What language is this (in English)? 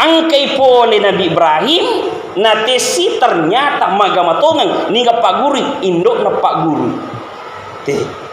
Buginese